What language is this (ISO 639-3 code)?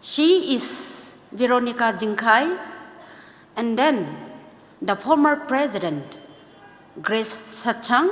nmf